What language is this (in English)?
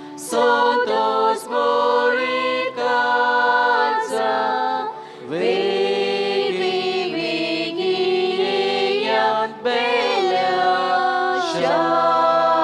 Konkani